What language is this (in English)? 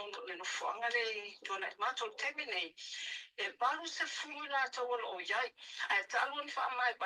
Samoan